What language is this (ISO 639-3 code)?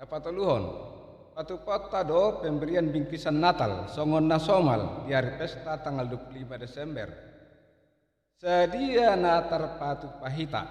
bbc